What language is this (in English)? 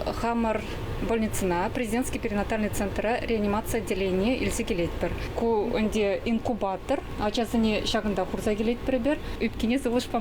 Chuvash